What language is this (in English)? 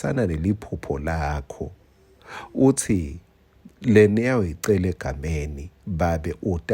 Swati